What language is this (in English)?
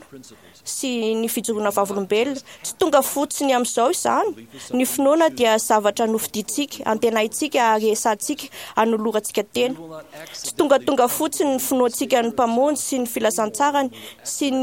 Malagasy